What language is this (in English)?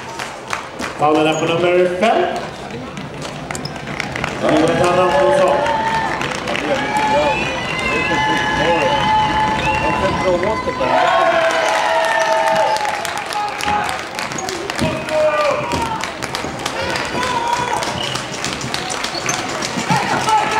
Swedish